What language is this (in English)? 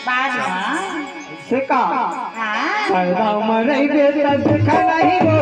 Chhattisgarhi